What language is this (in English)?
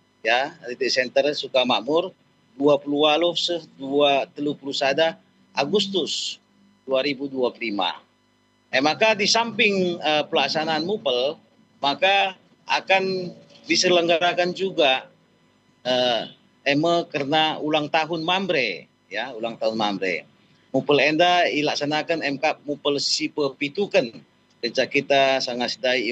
Batak Karo